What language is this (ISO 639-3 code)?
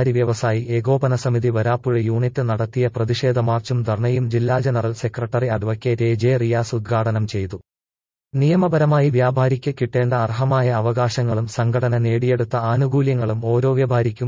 mal